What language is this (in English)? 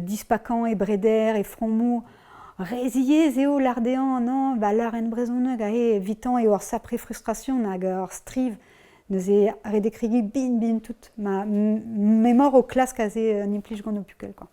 Breton